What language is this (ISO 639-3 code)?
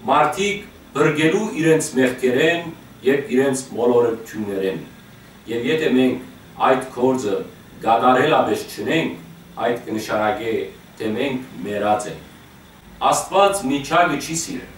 hyw